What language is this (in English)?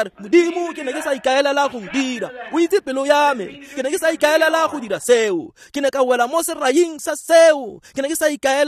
Tswana